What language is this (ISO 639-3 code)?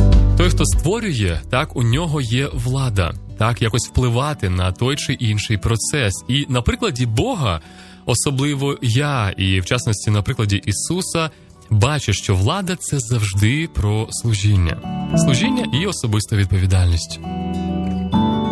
ukr